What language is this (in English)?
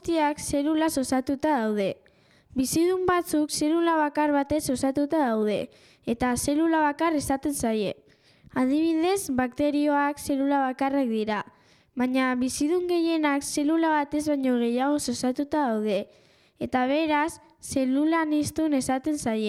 Basque